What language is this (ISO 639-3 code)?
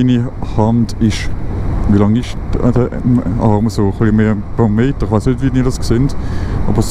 gsw